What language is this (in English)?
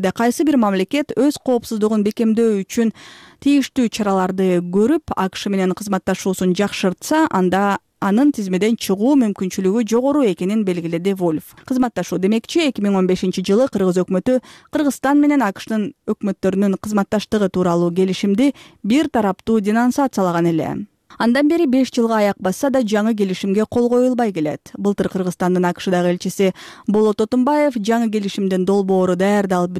Kyrgyz